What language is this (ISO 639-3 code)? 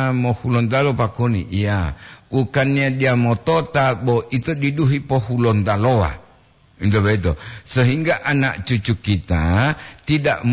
gor